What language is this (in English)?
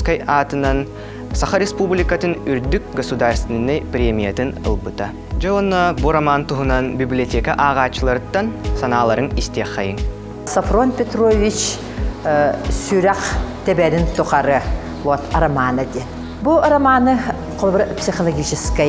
Yakut